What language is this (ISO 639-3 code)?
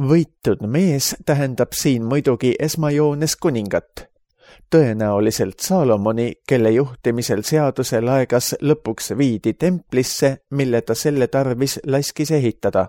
est